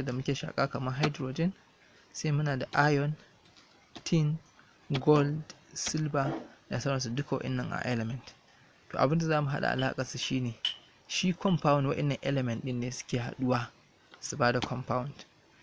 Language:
Hausa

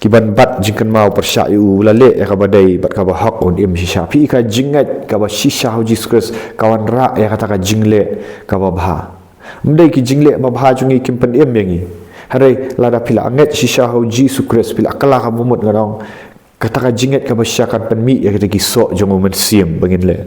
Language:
Khasi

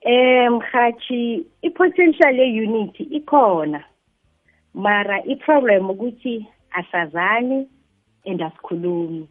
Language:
South Ndebele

